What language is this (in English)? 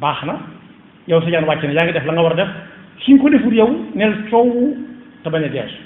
Wolof